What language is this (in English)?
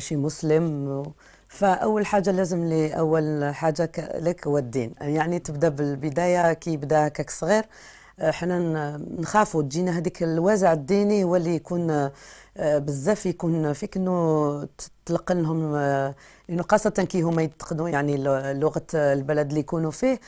Algerian Arabic